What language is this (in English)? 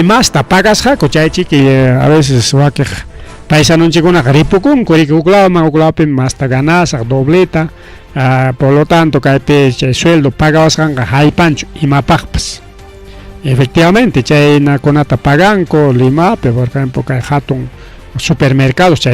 Ayacucho Quechua